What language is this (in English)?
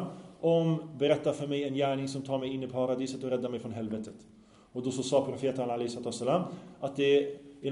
Swedish